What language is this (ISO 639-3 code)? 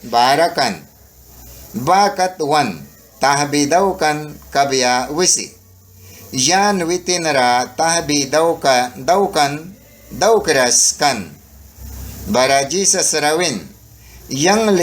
miq